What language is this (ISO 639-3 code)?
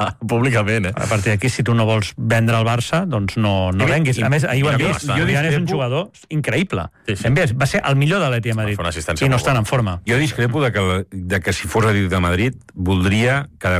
cat